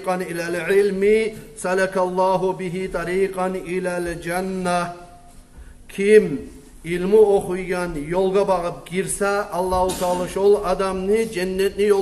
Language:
Kumyk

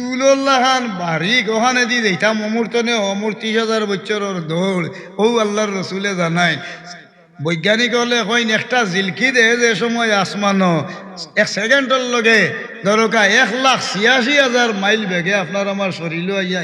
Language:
Sylheti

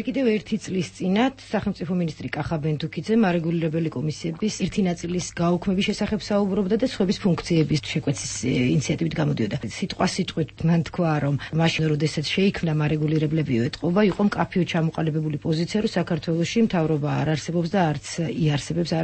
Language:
Georgian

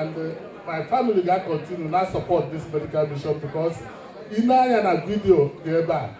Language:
Igbo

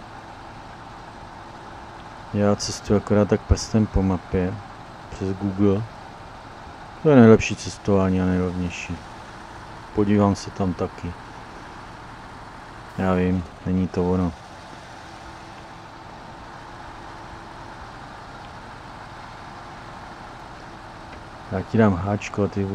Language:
Czech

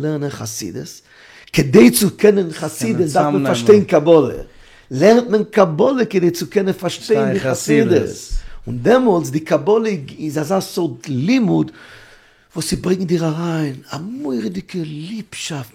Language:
Yiddish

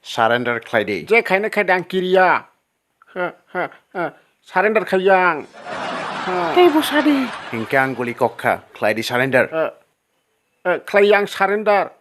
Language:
Kok Borok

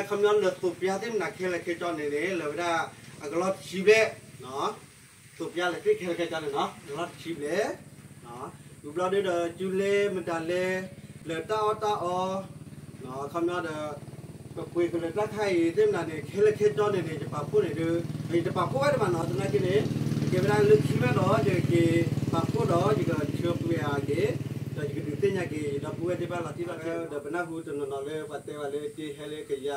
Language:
S'gaw Karen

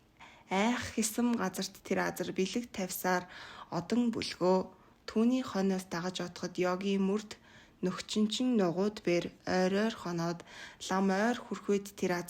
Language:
Mongolian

